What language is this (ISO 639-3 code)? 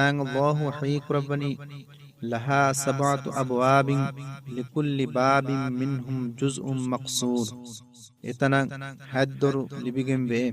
div